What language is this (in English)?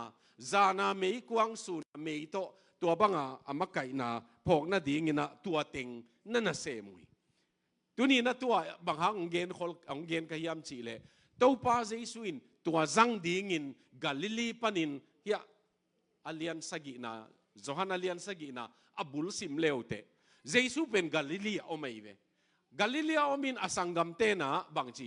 Tedim Chin